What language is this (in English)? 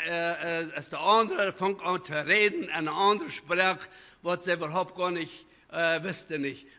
Plautdietsch